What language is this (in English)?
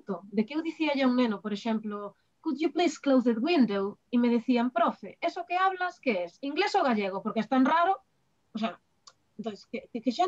Galician